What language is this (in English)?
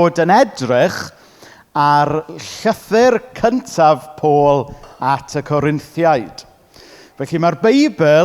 Welsh